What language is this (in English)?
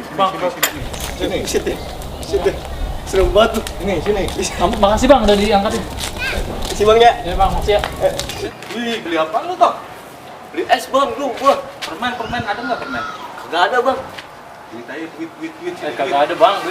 Betawi